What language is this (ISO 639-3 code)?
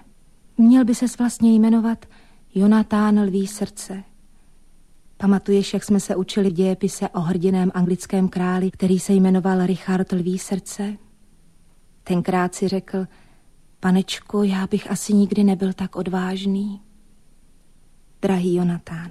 ces